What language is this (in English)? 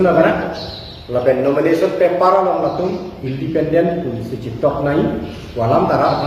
Karbi